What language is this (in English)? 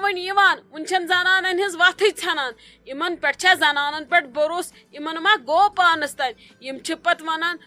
Kashmiri